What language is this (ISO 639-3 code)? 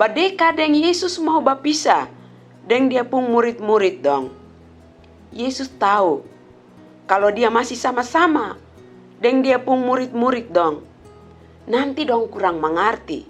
mkn